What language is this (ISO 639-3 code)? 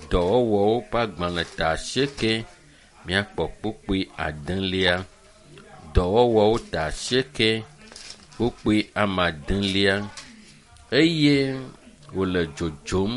ewe